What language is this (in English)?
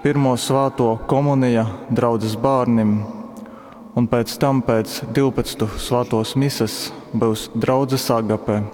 Latgalian